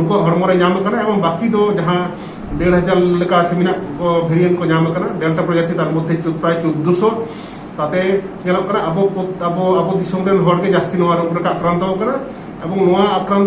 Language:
Santali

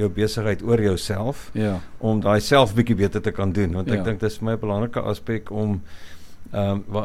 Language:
Afrikaans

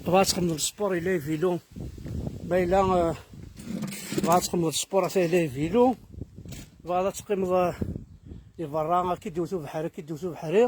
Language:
Kabyle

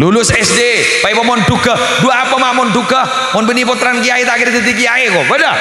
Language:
Madurese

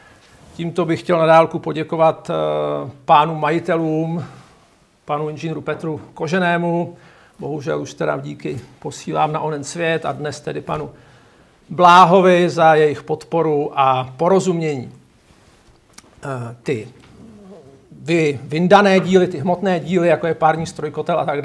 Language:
Czech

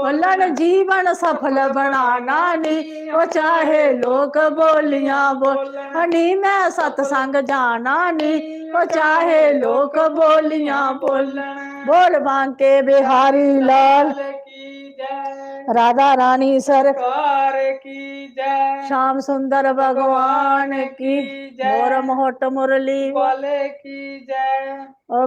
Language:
Dogri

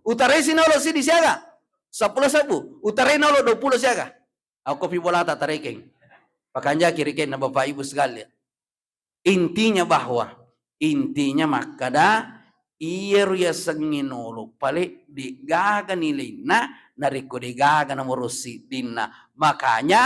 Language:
Buginese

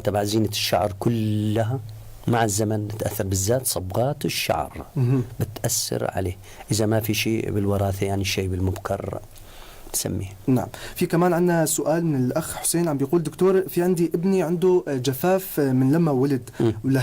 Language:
North Levantine Arabic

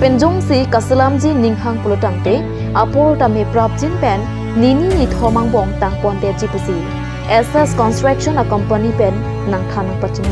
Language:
Karbi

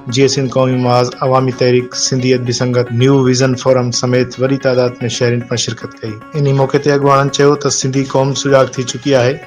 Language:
Sindhi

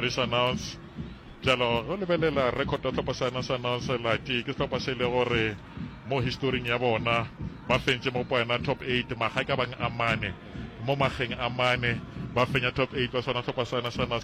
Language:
Northern Sotho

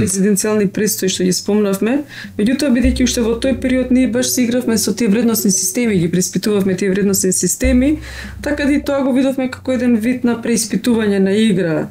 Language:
Macedonian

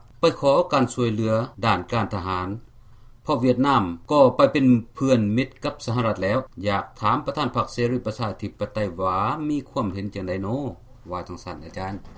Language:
Lao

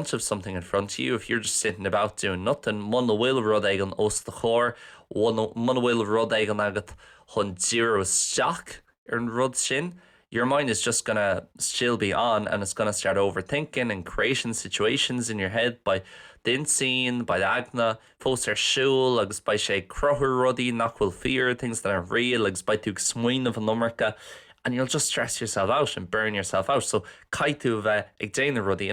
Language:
Irish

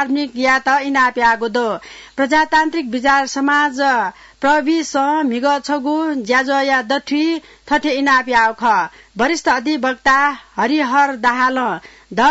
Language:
Newari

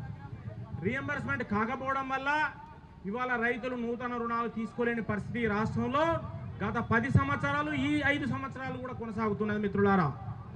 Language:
Telugu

